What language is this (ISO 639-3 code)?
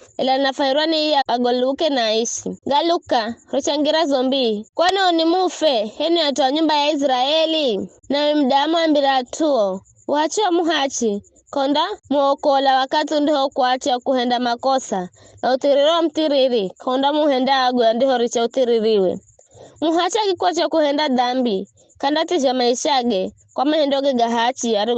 nyf